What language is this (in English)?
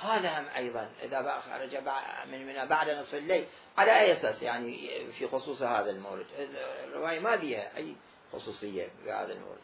Mesopotamian Arabic